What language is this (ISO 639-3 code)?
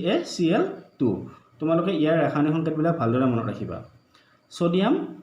asm